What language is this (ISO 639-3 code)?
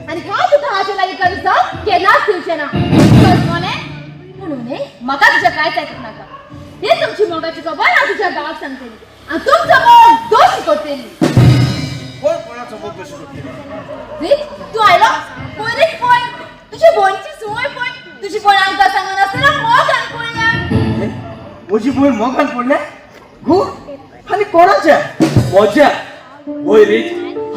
kok